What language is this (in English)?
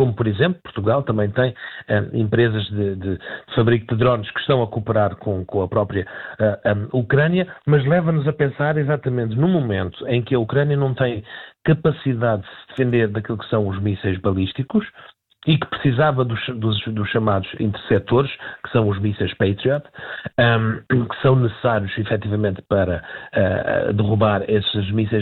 Portuguese